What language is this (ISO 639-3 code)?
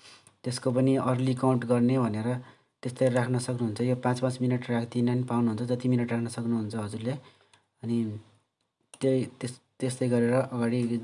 nep